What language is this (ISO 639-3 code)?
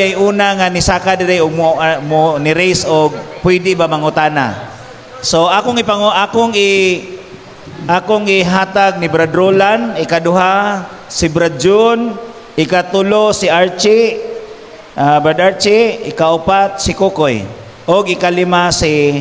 ceb